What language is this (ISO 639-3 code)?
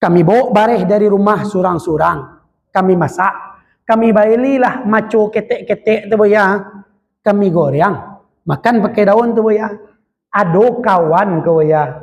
min